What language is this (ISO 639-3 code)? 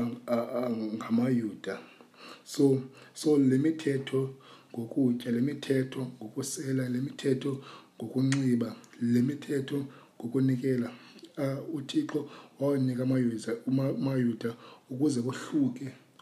xho